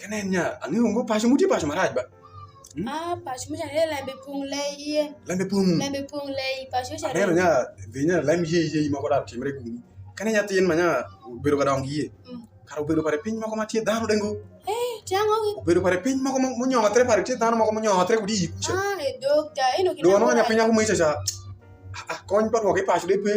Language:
Alur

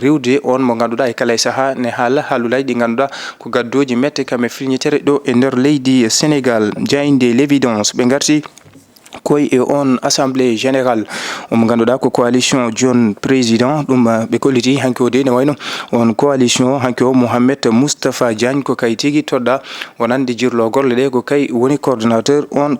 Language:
Fula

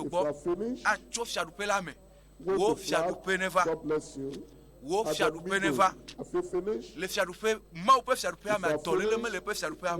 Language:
Ewe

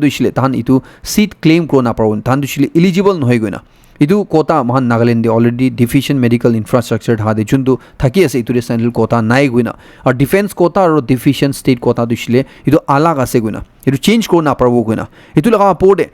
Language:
Naga Pidgin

